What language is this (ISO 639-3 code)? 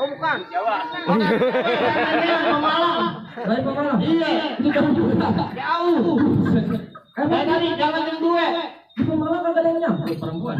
bew